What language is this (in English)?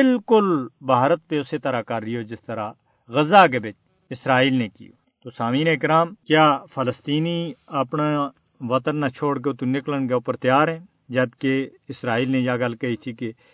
Gujari